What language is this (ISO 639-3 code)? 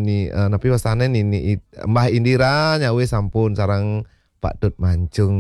ban